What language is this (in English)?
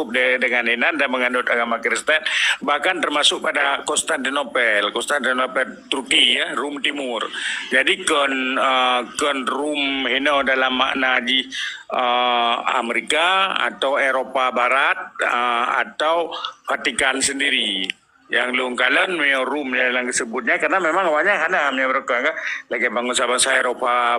Achinese